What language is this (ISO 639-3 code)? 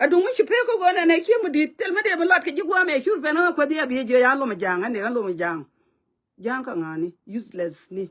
nus